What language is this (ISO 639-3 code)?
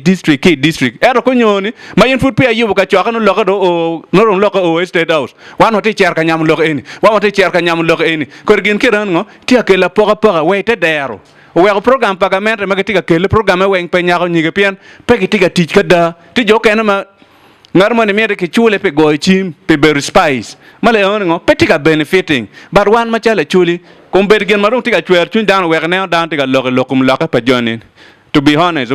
ach